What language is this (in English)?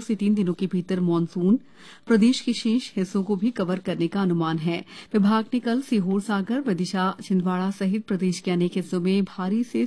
Hindi